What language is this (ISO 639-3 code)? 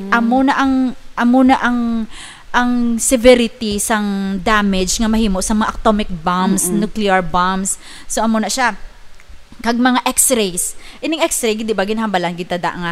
hil